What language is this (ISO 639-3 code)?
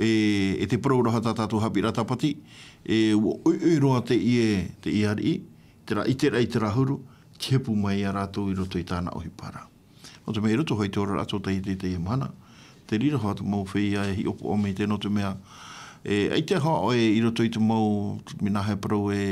tah